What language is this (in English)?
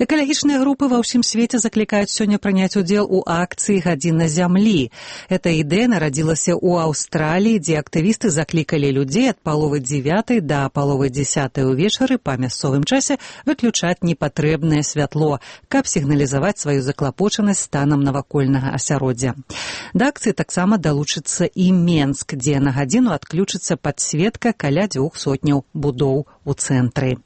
Belarusian